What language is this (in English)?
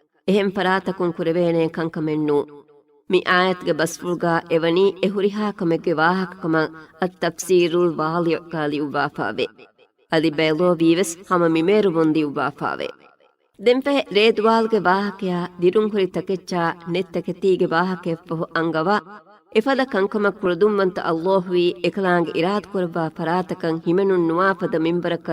Divehi